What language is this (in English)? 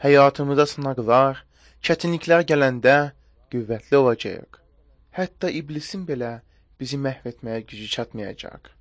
Azerbaijani